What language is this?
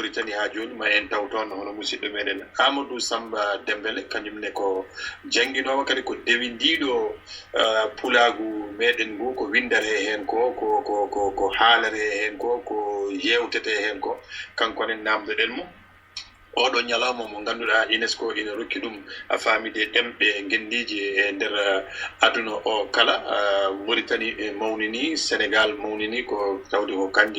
Fula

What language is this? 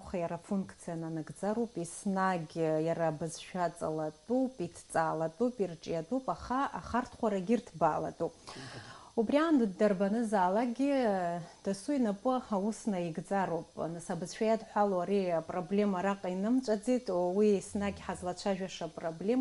Abkhazian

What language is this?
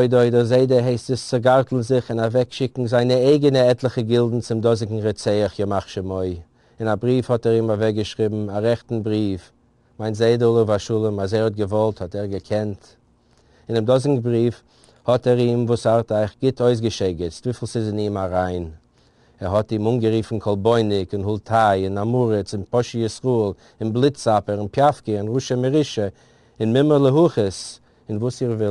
Yiddish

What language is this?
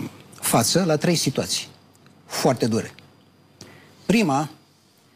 Romanian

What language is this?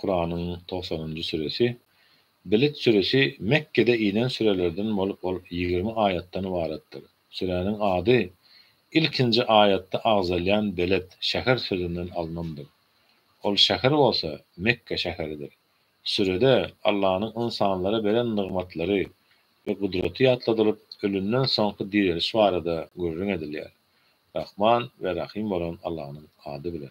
Turkmen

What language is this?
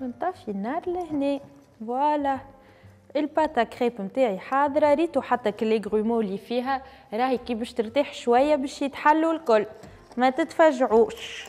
Tunisian Arabic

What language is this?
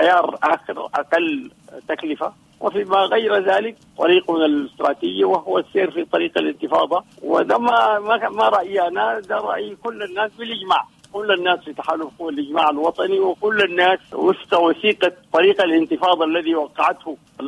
Sudanese Arabic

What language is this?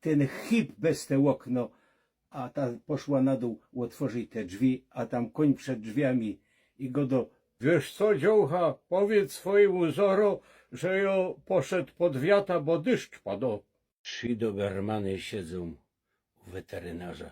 Silesian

